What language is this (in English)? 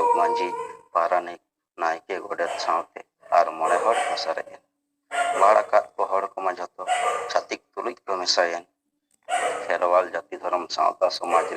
Santali